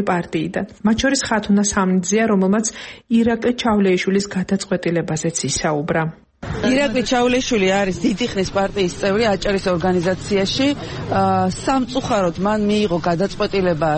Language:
Georgian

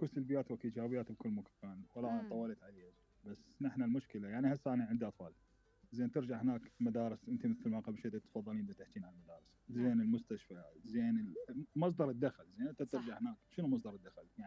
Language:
Mesopotamian Arabic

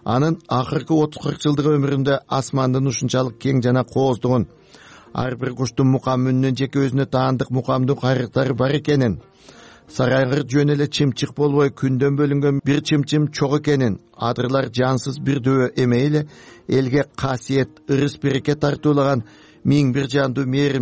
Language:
Kyrgyz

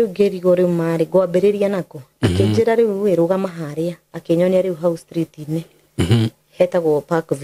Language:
Kikuyu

